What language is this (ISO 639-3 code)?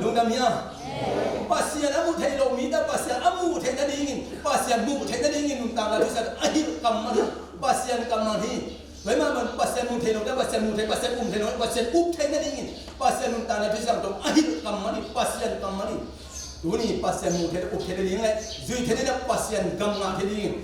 ctd